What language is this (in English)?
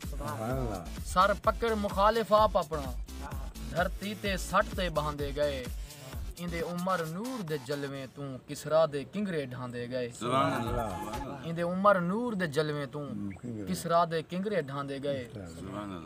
Saraiki